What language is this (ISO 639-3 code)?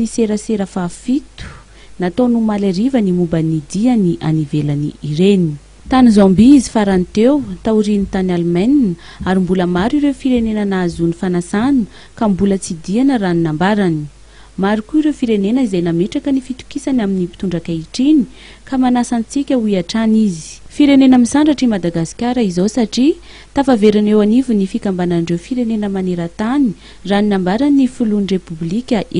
mlg